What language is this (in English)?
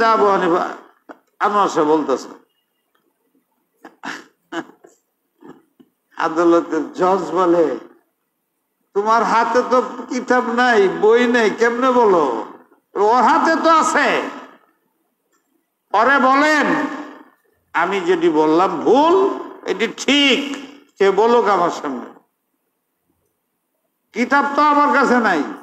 Bangla